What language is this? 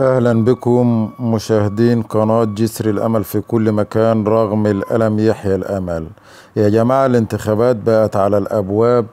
Egyptian Arabic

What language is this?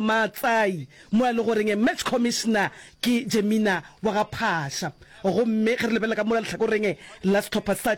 Northern Sotho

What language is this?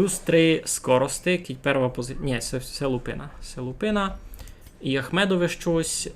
Rusyn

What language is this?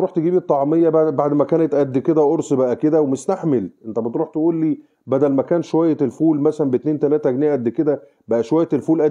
Egyptian Arabic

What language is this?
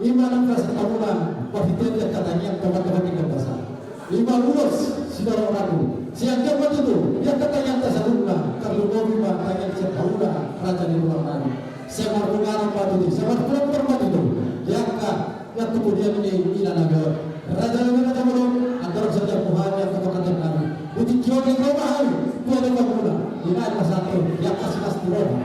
Batak Toba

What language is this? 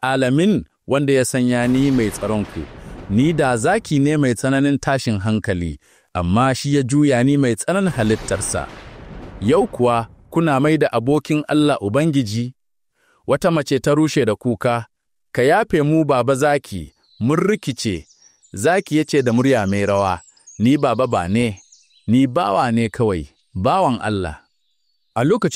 Hausa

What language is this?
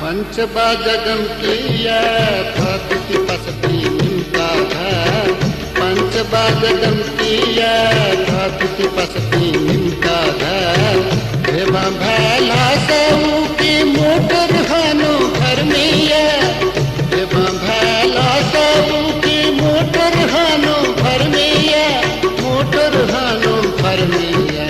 Newari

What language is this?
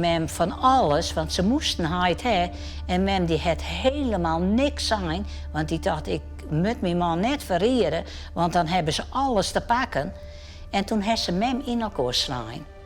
Western Frisian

